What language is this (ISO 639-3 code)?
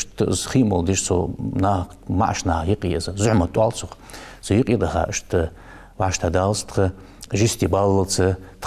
inh